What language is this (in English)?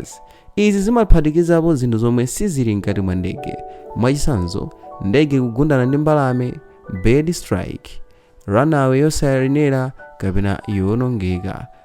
Nyanja